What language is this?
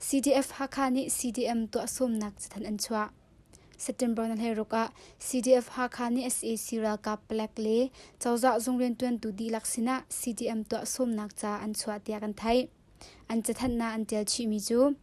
Hakha Chin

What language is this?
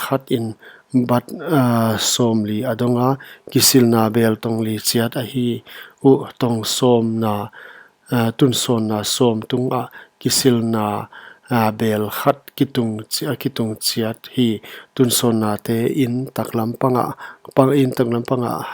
Paite Chin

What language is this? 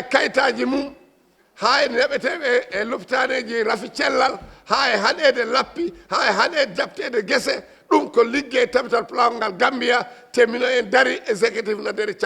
Fula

